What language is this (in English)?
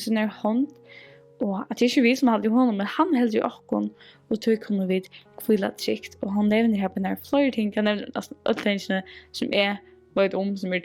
Faroese